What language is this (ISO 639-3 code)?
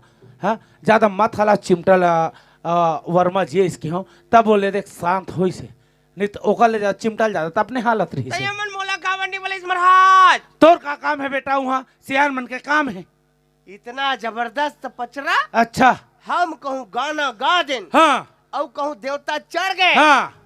hne